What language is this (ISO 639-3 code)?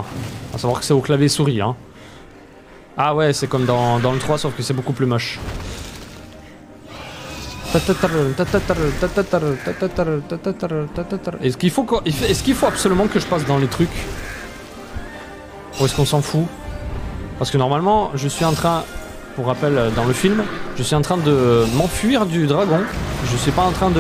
fra